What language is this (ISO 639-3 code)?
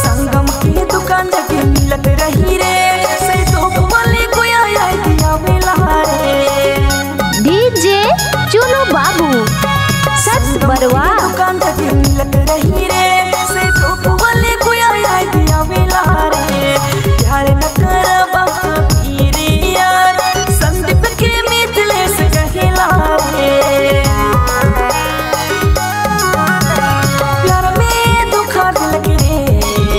sck